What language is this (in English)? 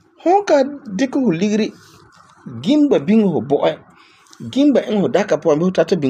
Frafra